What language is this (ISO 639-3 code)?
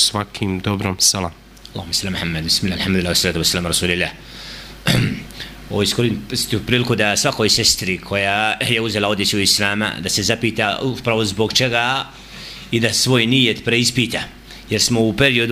bos